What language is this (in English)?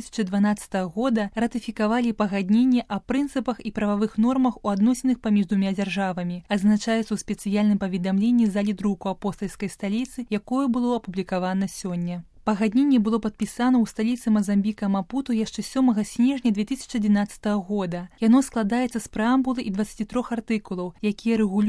Belarusian